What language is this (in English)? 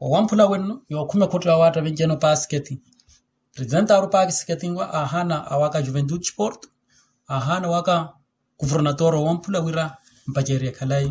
Makhuwa